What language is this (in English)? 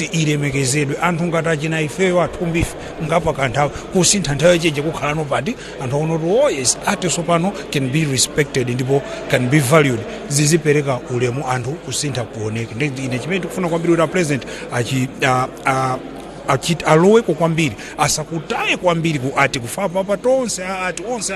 Nyanja